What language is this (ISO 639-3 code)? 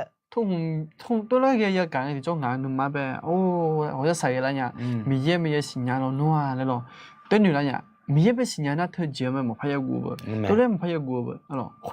ahk